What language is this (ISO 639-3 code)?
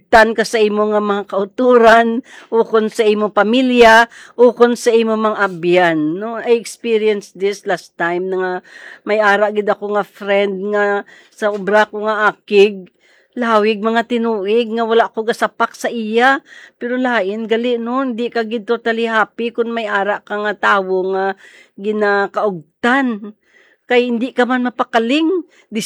hil